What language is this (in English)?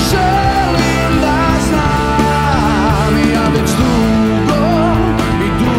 Serbian